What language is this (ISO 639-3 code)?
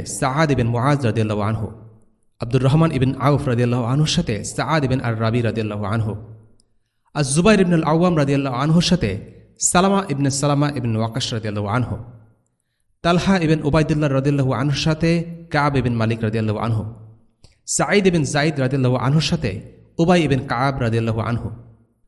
ben